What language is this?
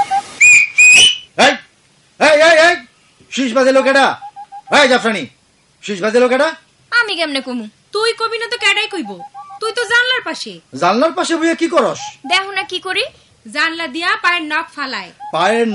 Bangla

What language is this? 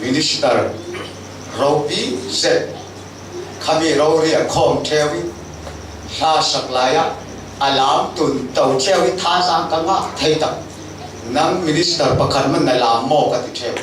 Falam Chin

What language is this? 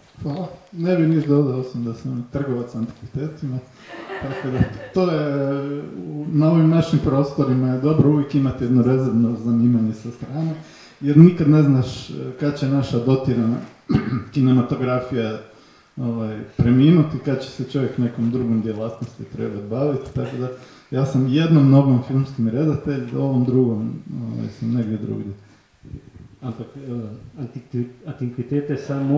Croatian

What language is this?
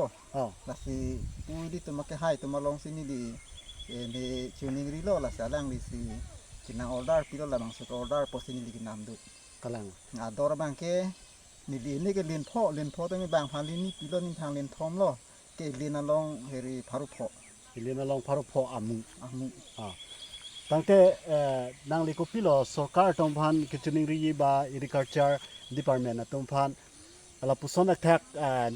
Karbi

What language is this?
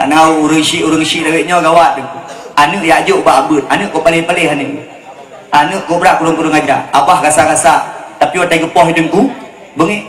Achinese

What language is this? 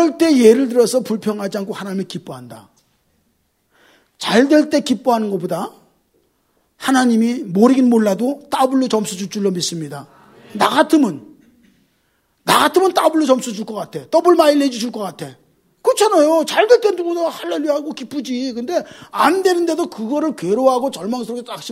Korean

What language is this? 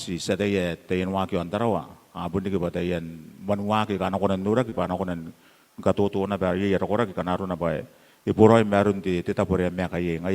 Gilbertese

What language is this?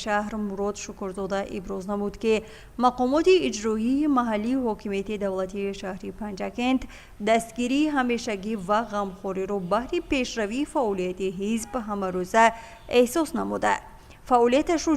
Tajik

